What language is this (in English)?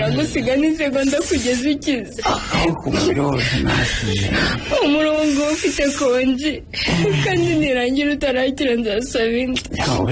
Kinyarwanda